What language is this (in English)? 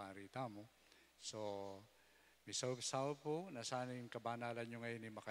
Pampanga